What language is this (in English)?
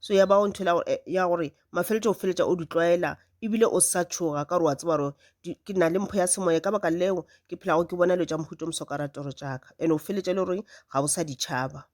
Northern Sotho